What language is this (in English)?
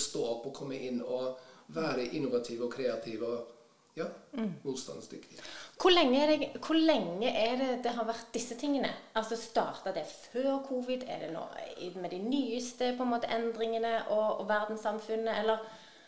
Norwegian